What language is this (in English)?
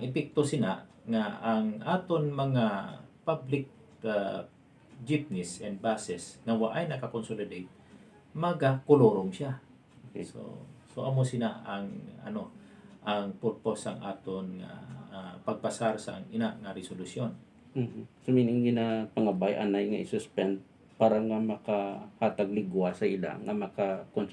Hiligaynon